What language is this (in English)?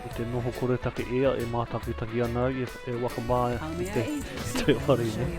Māori